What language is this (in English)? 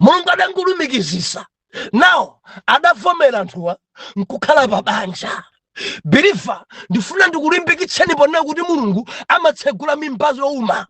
Nyanja